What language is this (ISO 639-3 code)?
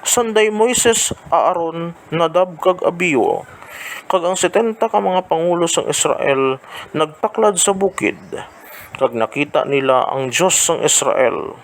hil